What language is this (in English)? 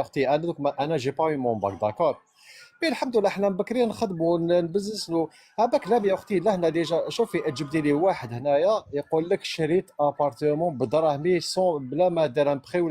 Algerian Arabic